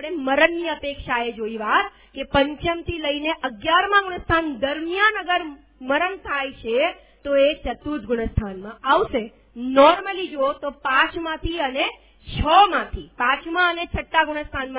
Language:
Gujarati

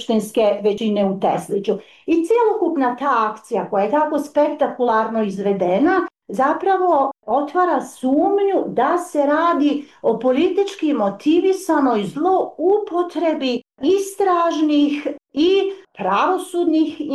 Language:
Bosnian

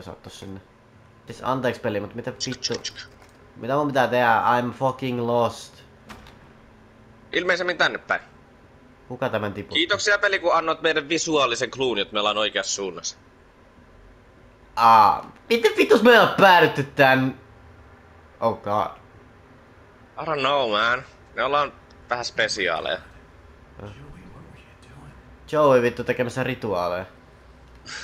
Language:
Finnish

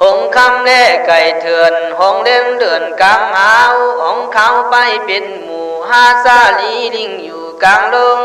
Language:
Khün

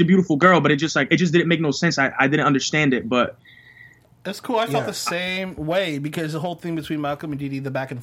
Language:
English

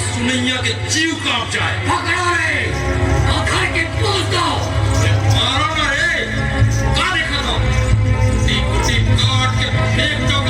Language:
Chhattisgarhi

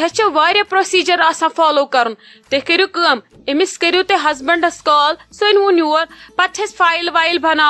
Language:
Kashmiri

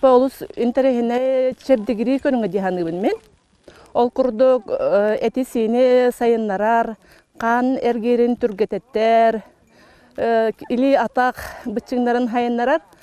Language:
Yakut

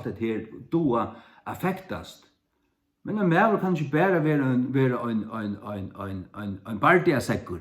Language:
Faroese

